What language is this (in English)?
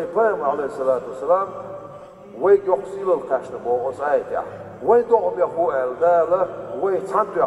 Chechen